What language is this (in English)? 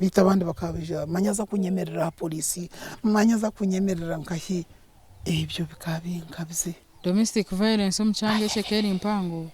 Nyankole